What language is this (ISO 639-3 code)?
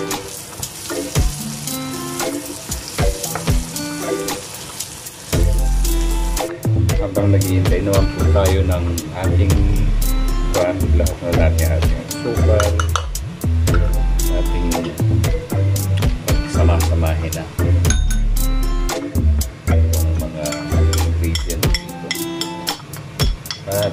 fil